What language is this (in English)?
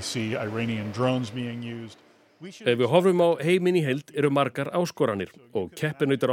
Icelandic